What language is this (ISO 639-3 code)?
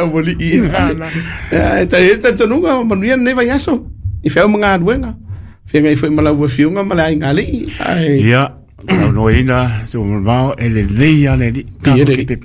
smo